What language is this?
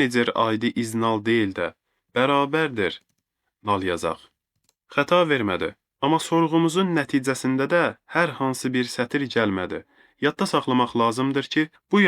Azerbaijani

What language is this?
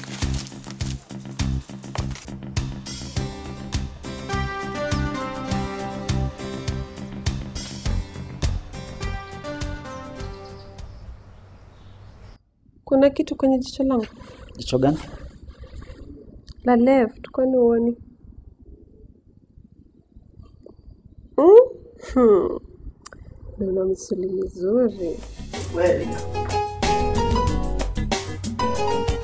Swahili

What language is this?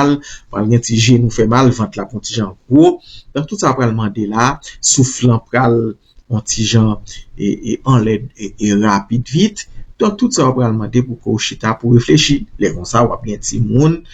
Haitian Creole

